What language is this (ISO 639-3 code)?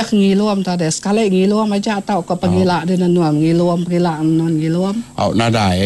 iba